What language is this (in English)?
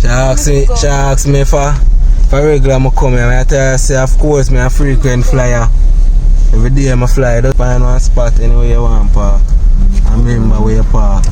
Jamaican Creole English